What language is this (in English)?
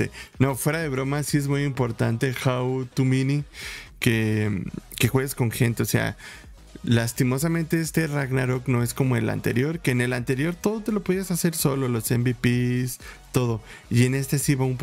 Spanish